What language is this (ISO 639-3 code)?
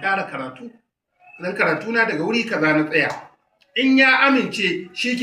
hau